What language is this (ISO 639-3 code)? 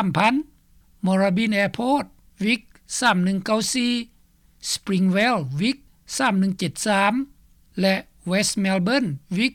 lao